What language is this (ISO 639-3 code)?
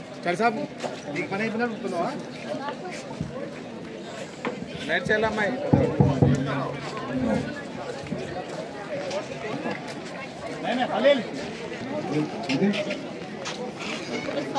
tel